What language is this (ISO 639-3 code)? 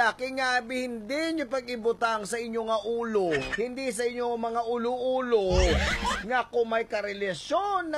hil